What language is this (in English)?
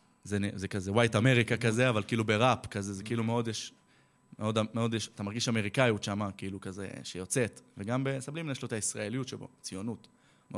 Hebrew